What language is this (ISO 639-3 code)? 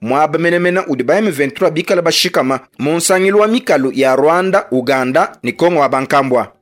lua